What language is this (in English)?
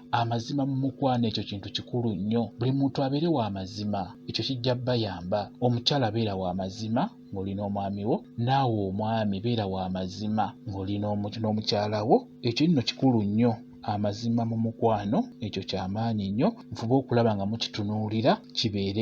Ganda